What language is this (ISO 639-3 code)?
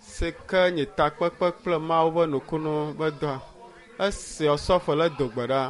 ewe